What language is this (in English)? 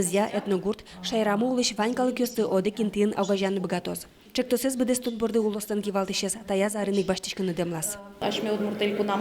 Udmurt